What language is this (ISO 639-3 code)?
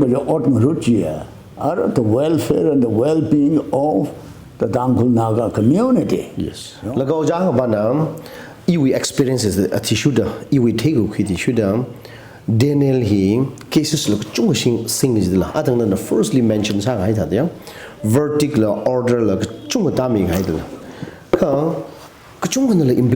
nmf